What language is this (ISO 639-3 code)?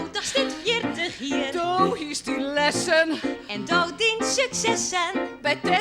fry